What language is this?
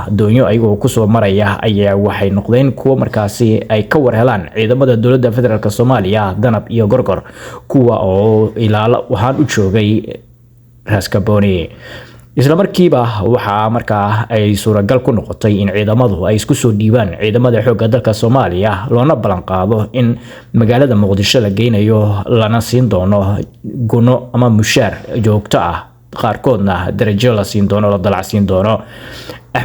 Somali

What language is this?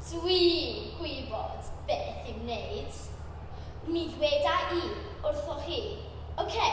Welsh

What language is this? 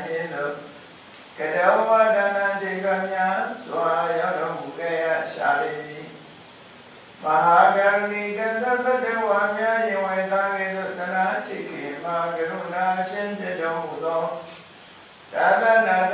Burmese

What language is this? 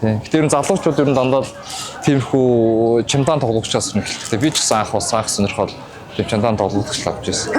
Mongolian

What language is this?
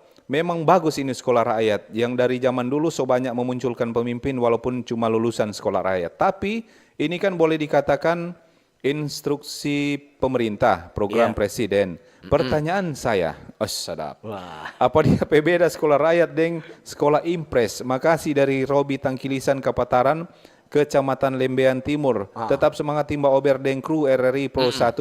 Manado Malay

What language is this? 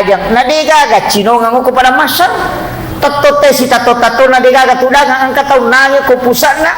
Buginese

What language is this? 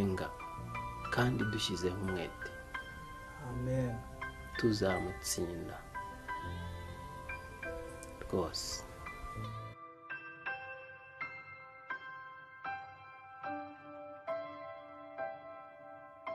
Kinyarwanda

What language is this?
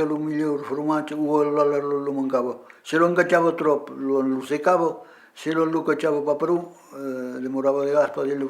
Occitan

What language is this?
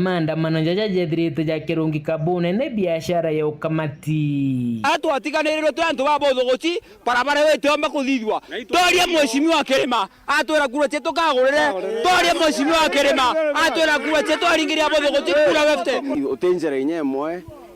Meru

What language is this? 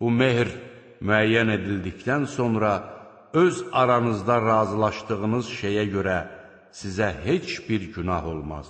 Azerbaijani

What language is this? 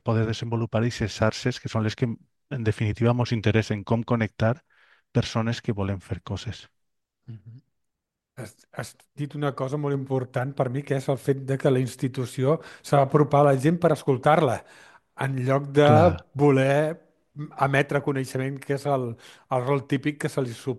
Catalan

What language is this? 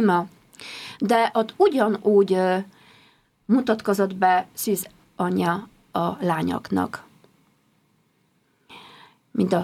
Hungarian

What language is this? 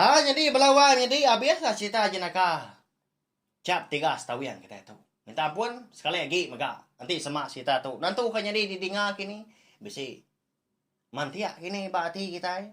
Iban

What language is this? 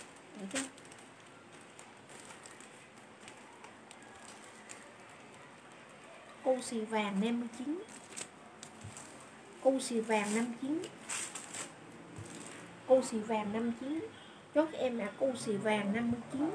Vietnamese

